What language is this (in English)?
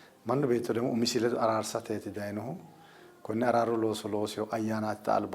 Sidamo